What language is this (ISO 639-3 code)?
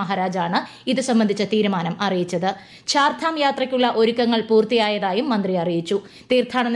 mal